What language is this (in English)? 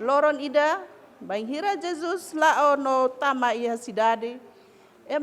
Tetum